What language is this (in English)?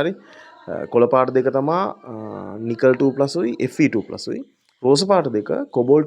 Sinhala